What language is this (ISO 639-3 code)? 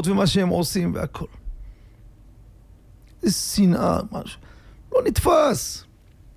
heb